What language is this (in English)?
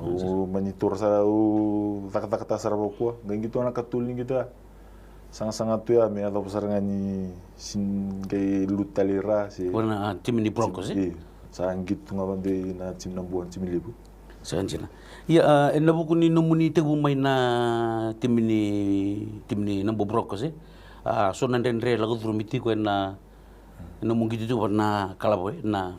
Fijian